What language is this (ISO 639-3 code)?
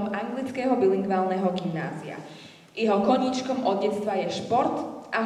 slk